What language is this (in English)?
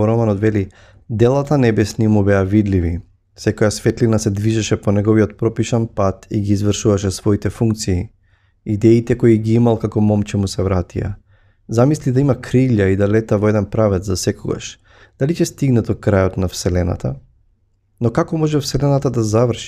Macedonian